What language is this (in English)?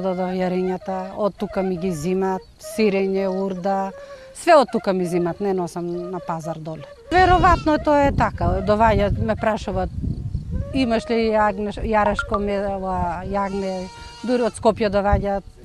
Macedonian